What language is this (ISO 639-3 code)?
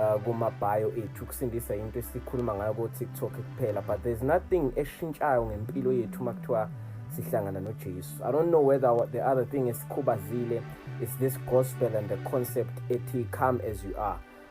zul